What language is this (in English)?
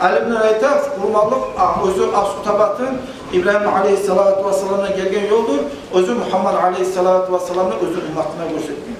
Kumyk